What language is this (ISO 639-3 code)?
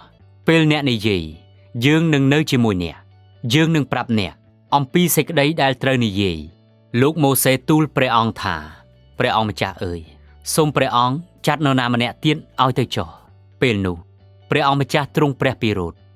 khm